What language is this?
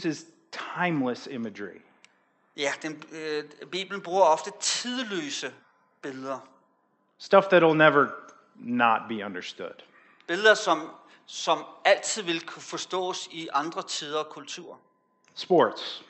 Danish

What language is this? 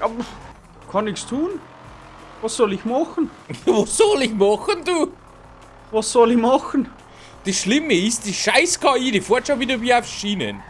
Bavarian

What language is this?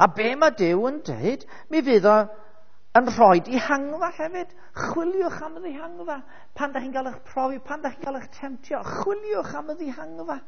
Welsh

